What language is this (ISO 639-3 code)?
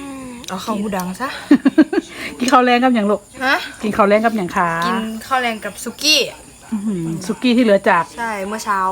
lao